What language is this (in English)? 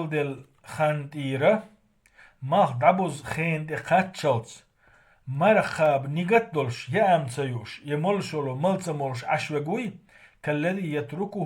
Chechen